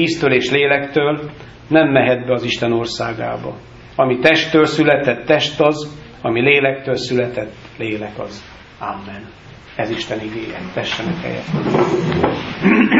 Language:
Hungarian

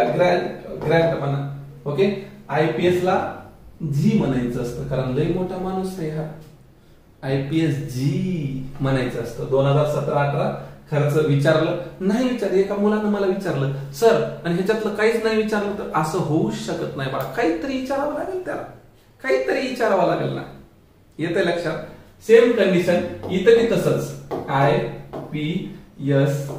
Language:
Marathi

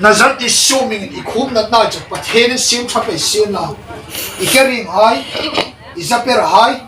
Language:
Hmar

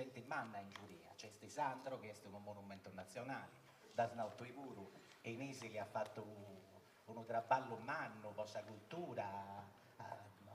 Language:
Sardinian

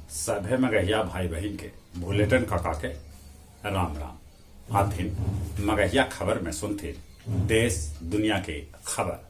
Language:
Magahi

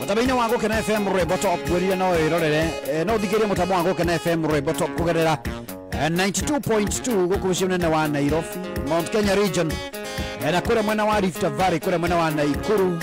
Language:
Kikuyu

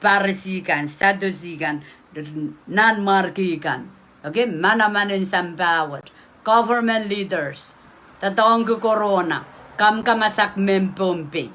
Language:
Pohnpeian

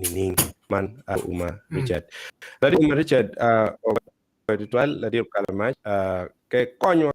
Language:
Acoli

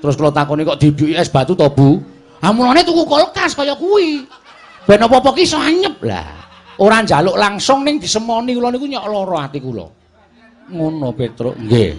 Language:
Javanese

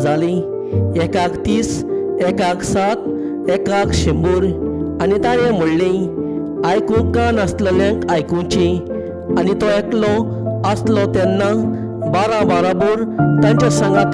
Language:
Konkani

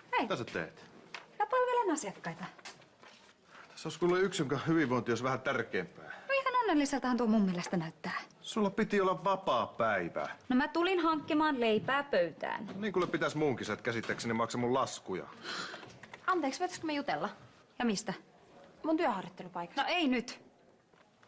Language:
Finnish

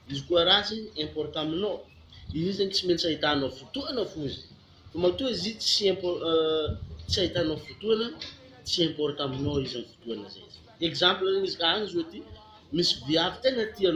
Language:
Malagasy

